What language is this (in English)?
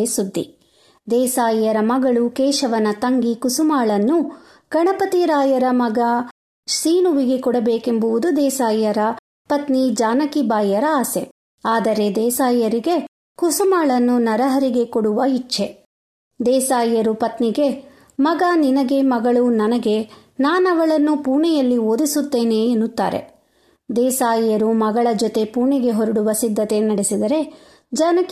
Kannada